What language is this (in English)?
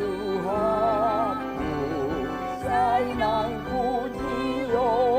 Batak Toba